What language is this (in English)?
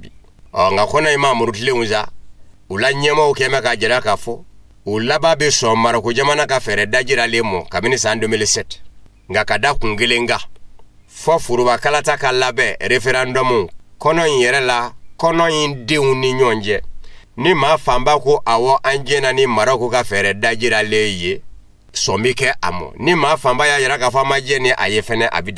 Bambara